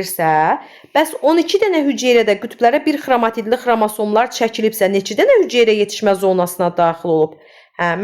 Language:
Azerbaijani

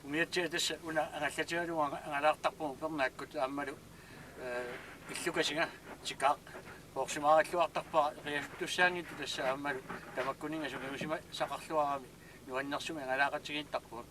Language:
Kalaallisut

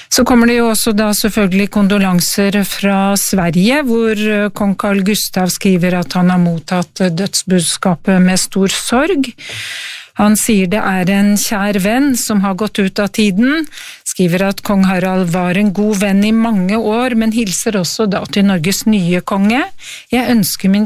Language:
Norwegian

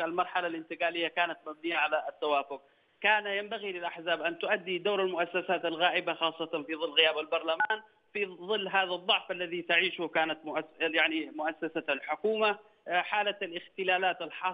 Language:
Arabic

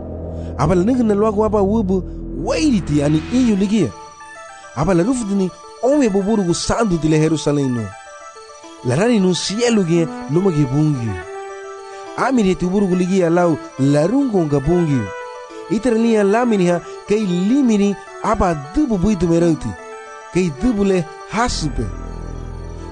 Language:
Garifuna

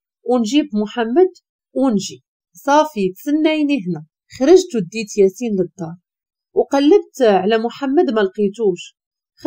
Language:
Moroccan Arabic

